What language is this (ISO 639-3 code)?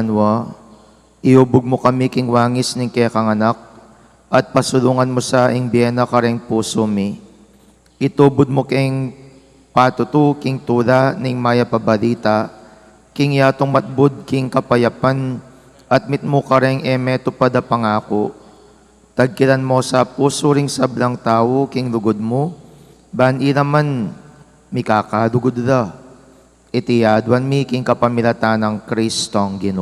pam